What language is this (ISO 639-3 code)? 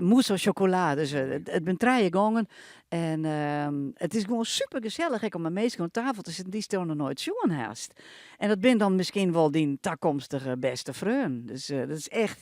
fry